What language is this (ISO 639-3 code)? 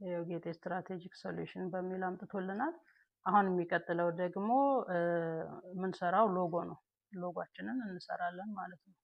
amh